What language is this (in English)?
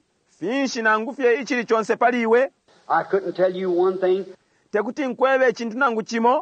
Bemba